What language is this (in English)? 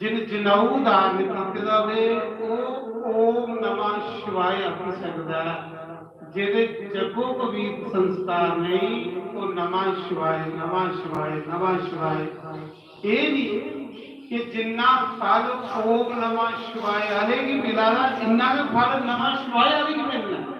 Dogri